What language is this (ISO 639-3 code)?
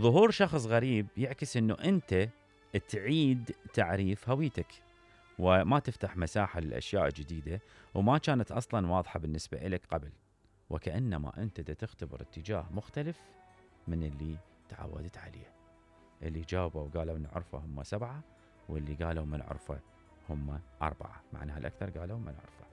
acm